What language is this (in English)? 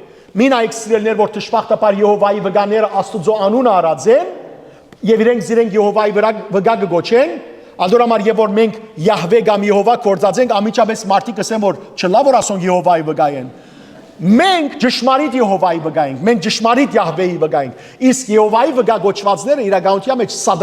Western Armenian